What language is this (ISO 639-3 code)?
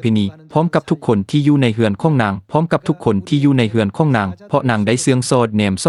lao